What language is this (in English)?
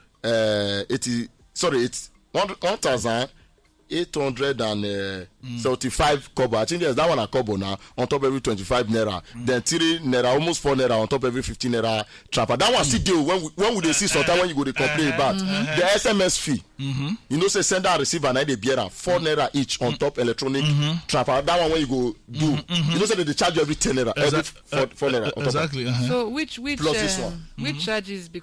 Nigerian Pidgin